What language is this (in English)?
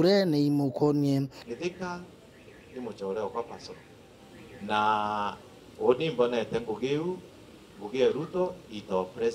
Meru